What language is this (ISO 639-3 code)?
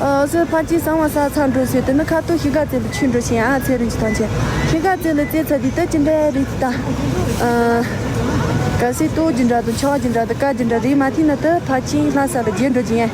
bod